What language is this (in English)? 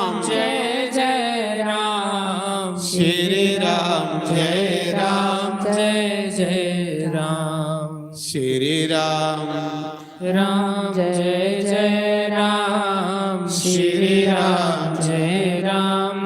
Dogri